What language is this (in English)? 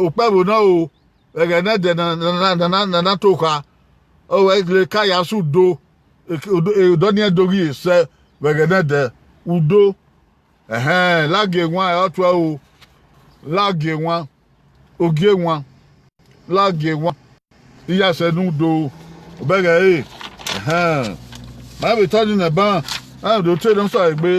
Bini